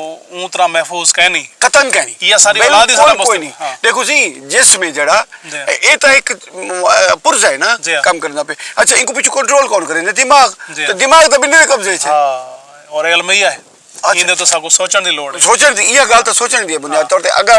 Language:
Saraiki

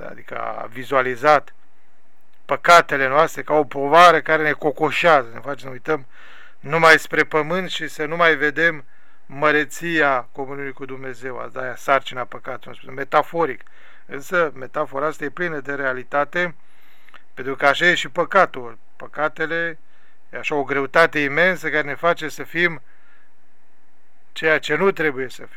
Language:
Romanian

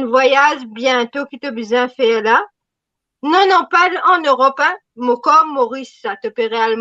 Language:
Morisyen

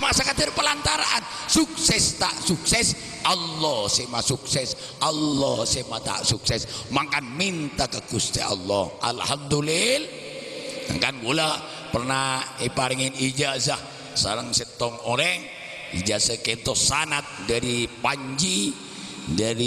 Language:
Madurese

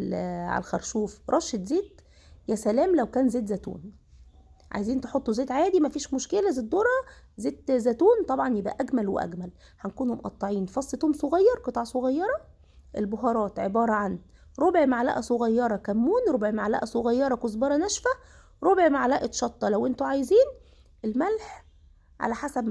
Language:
Egyptian Arabic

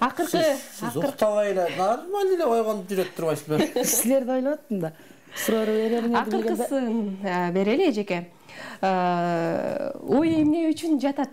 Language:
Kyrgyz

